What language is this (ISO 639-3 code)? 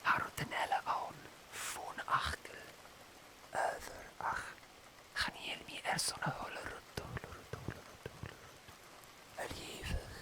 gla